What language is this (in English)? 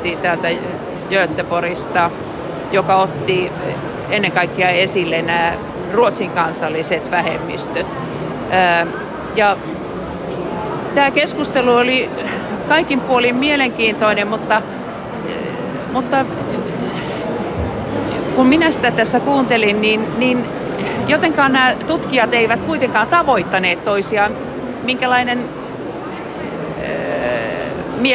Finnish